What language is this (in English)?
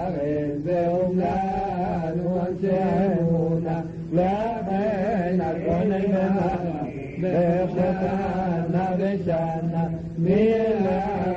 Hebrew